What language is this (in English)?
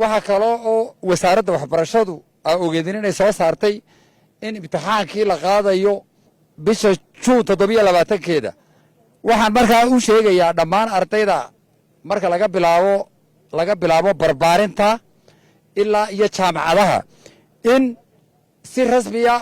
Somali